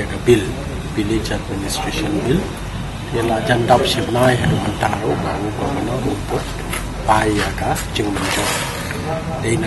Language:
Khasi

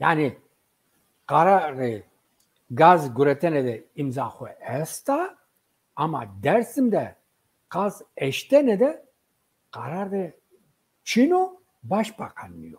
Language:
Zaza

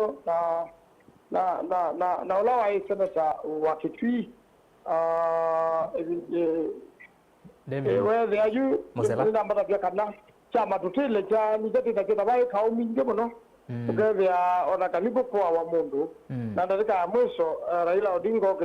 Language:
Kamba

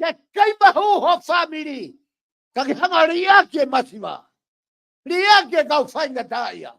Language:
Tongan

